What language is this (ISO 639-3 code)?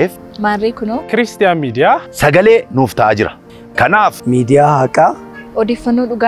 orm